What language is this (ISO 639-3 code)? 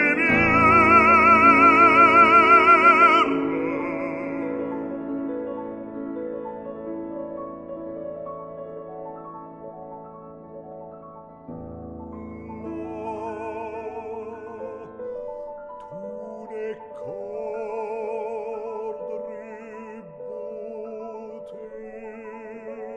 ron